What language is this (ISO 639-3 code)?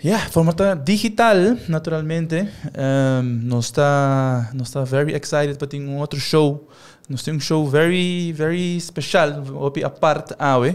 pap